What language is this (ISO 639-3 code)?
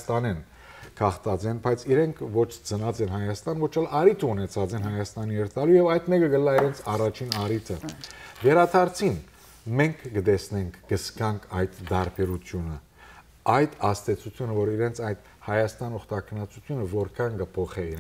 hyw